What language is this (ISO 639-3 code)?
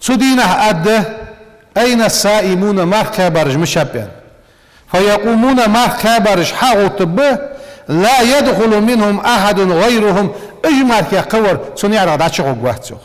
inh